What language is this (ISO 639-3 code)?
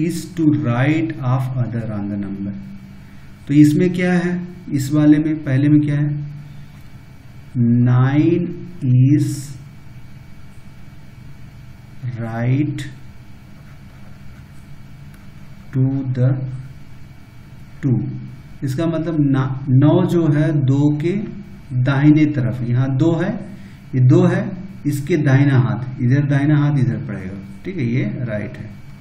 hin